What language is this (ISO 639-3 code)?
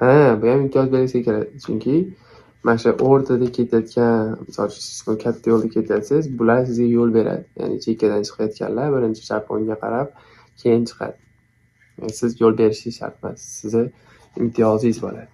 uzb